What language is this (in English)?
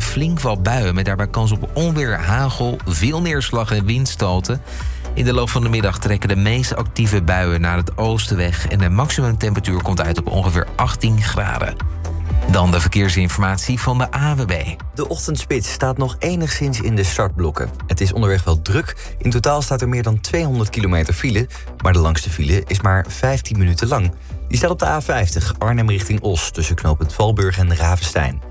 Dutch